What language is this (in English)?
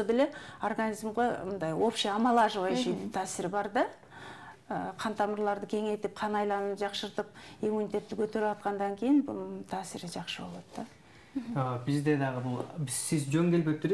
Kyrgyz